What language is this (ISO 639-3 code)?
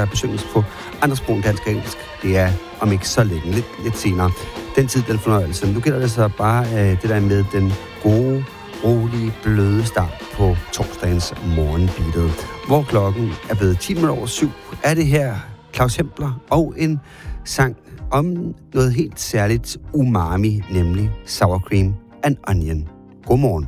dan